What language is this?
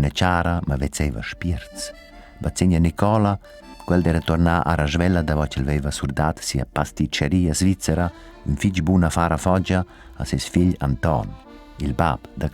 Romansh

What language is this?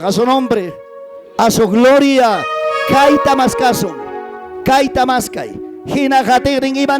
Ayacucho Quechua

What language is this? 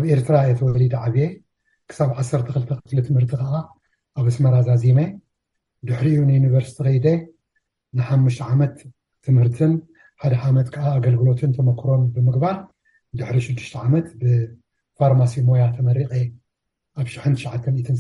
Tigrinya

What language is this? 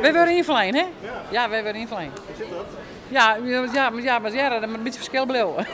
Western Frisian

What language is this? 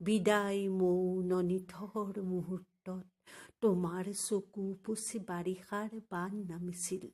Assamese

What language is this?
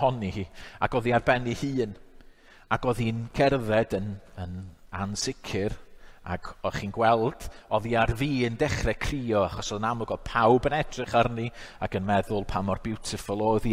Welsh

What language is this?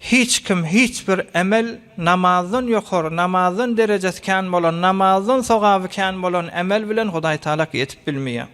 Turkmen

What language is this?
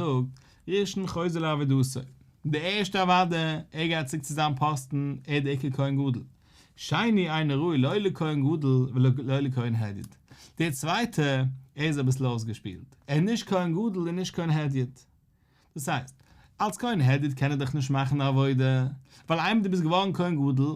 Yiddish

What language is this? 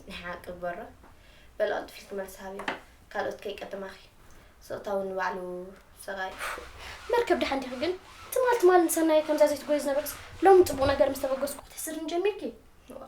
Tigrinya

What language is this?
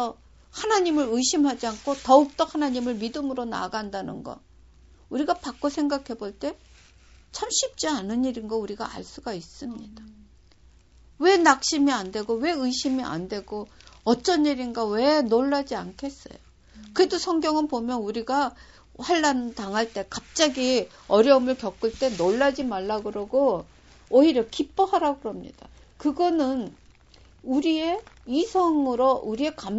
Korean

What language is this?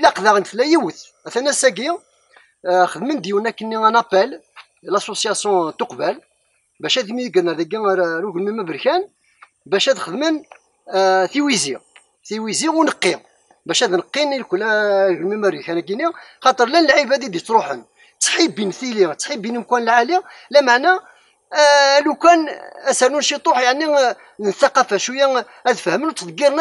Kabyle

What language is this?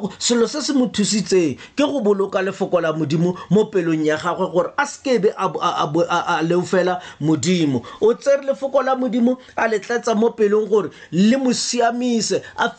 Tswana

